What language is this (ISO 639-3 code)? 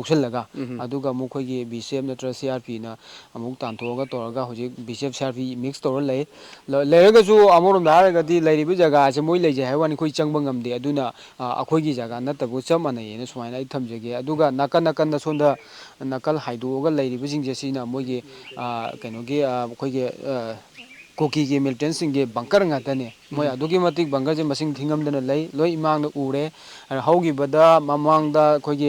mni